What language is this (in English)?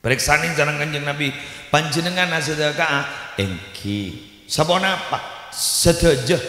Madurese